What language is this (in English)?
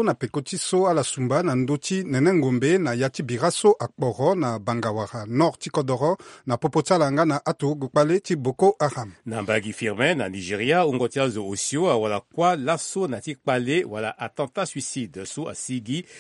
Sango